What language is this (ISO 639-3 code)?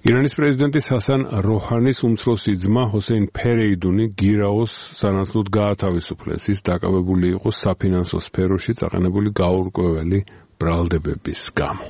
kat